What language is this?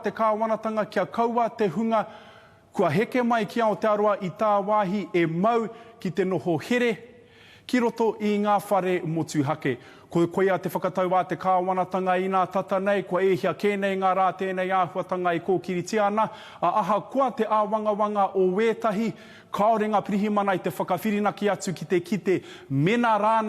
Māori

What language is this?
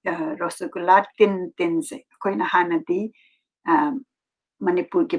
Manipuri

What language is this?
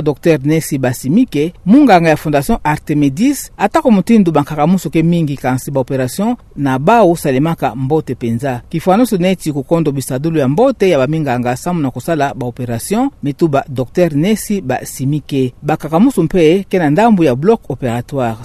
Kituba (Democratic Republic of Congo)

